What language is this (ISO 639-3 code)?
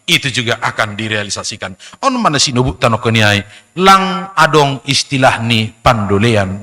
bts